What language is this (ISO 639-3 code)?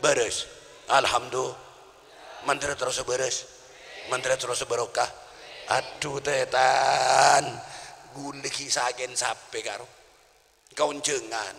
mad